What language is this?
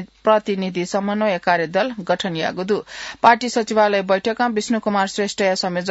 Newari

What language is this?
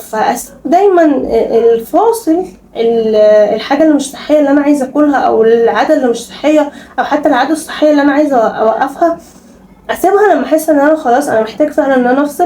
Egyptian Arabic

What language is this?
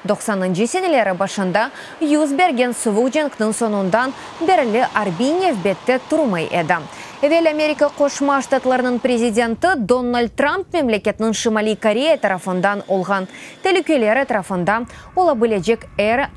Crimean Tatar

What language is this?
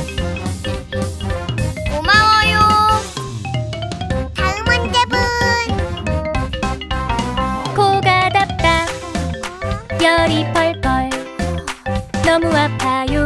Korean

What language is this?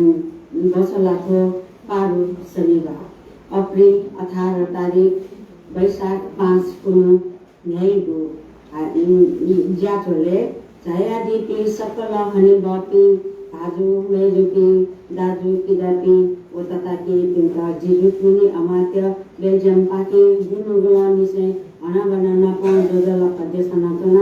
Newari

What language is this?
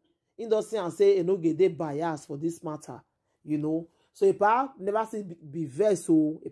Nigerian Pidgin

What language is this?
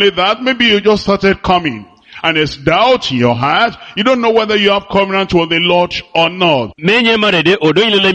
Ewe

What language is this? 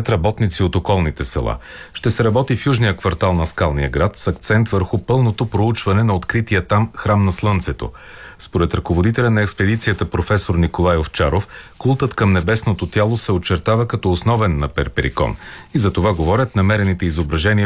Bulgarian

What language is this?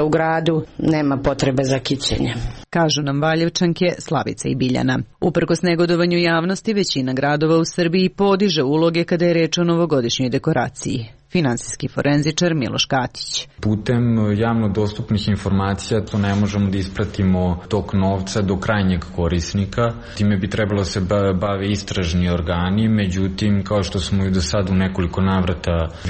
Serbian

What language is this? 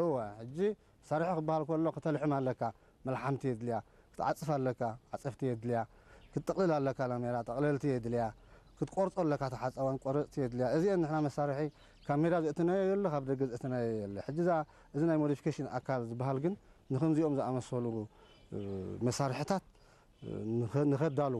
Tigrinya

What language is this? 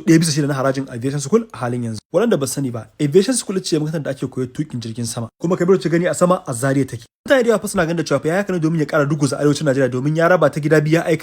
Hausa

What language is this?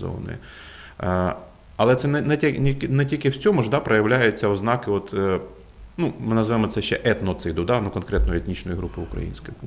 Ukrainian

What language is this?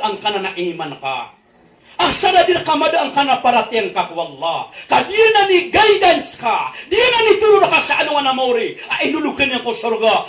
Maranao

